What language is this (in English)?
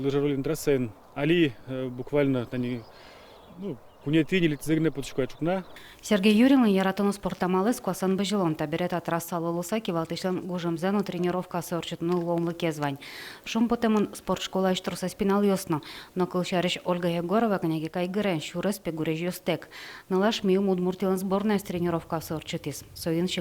Udmurt